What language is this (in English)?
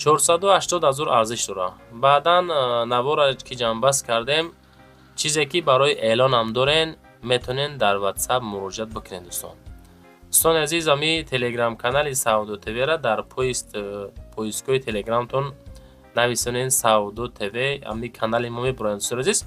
Tajik